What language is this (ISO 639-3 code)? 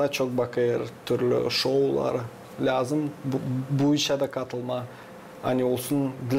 gag